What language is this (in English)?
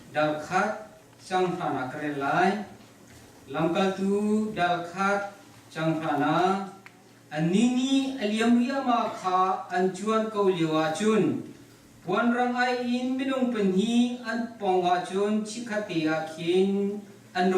Hakha Chin